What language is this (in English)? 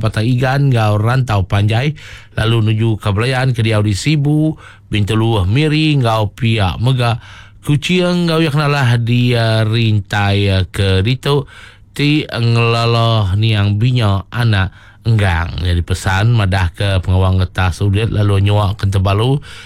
Iban